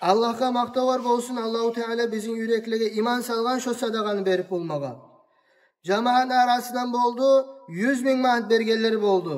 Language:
Kumyk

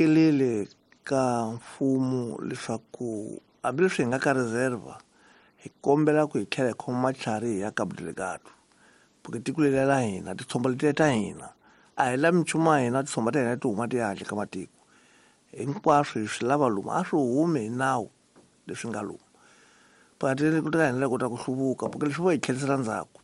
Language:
Tsonga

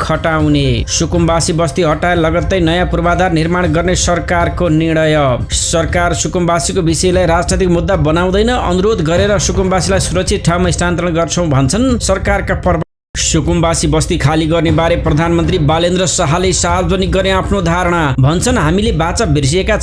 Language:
Nepali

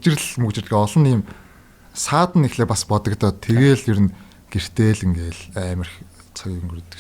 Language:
Mongolian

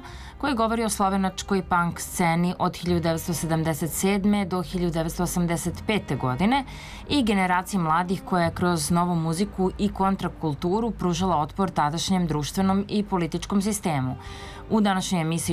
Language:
Serbian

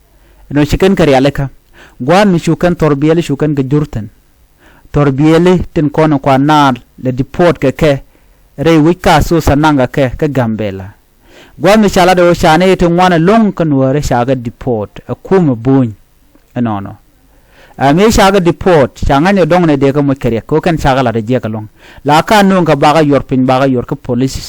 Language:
Nuer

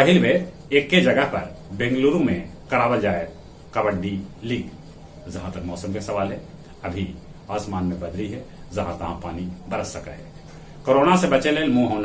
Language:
Magahi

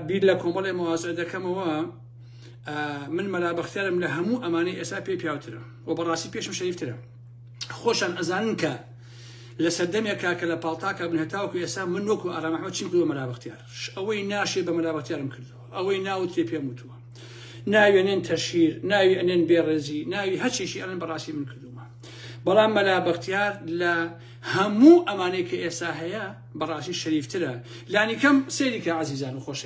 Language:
Central Kurdish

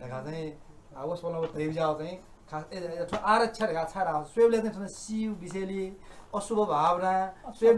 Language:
Newari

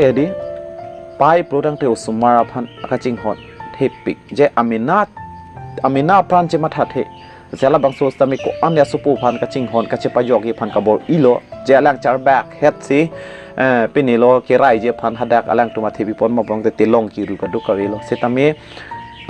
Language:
Karbi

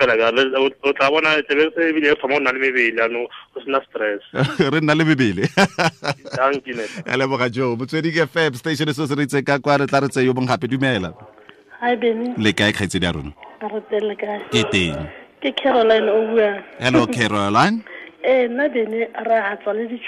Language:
Tswana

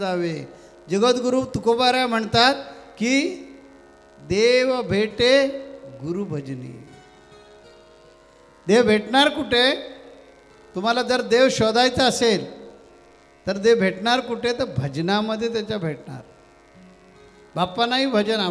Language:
Marathi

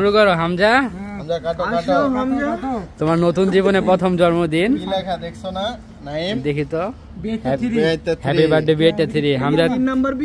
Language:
Bangla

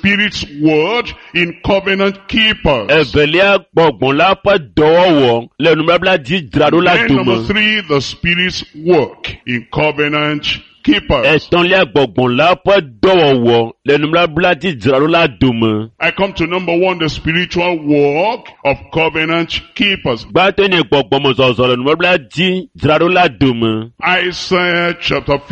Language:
Ewe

